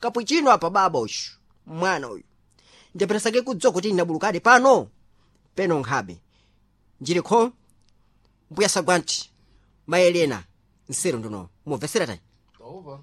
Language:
Sena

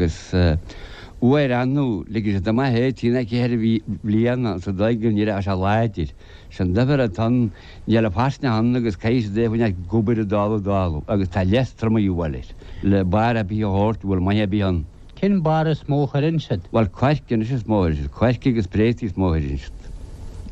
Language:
Irish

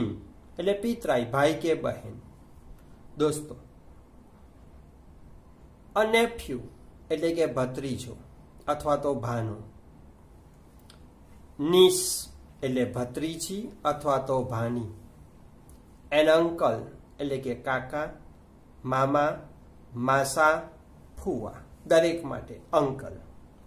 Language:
Gujarati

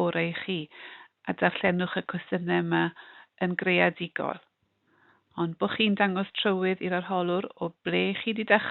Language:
Welsh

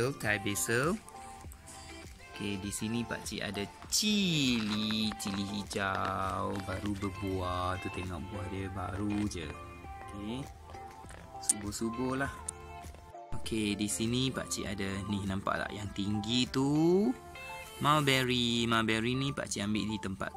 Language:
Malay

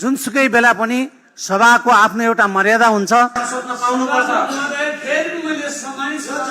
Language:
Nepali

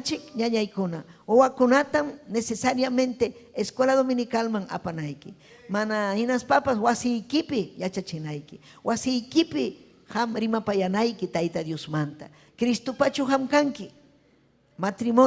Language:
Ayacucho Quechua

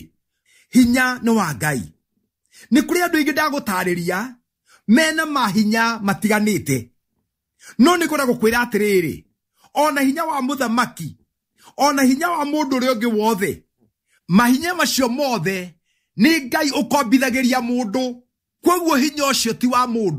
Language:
Kikuyu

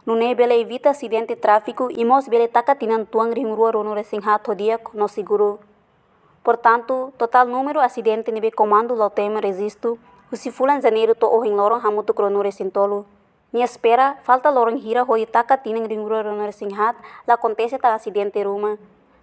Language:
Tetum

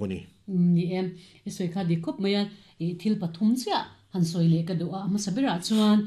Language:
Mizo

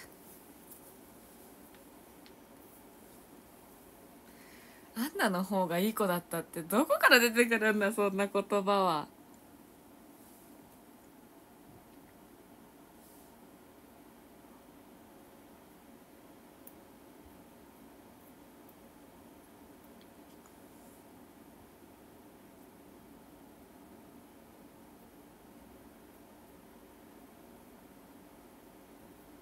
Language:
Japanese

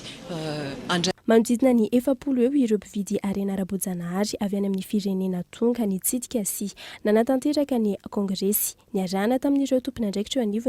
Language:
Malagasy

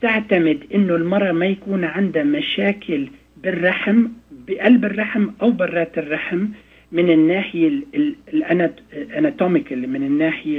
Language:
North Levantine Arabic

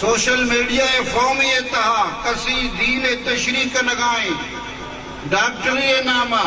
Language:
Eastern Balochi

